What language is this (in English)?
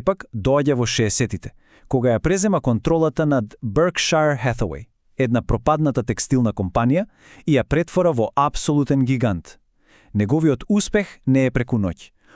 Macedonian